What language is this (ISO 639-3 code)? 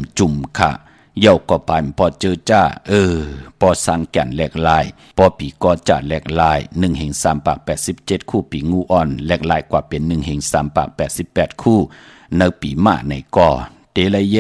shn